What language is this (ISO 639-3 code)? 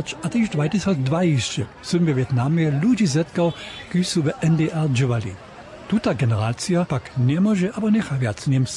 hsb